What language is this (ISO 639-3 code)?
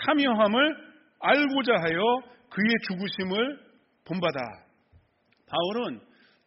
kor